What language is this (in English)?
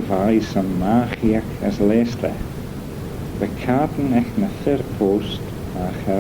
Manx